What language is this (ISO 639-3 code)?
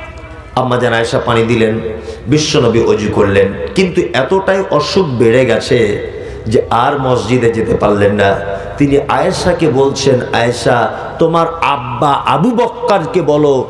ben